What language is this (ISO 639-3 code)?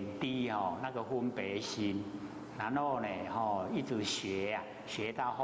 zho